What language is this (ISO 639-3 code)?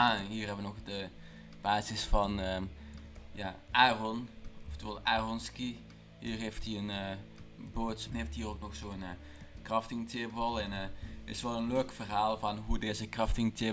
nld